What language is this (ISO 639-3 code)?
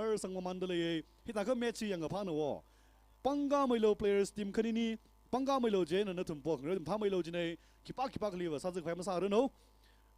nmf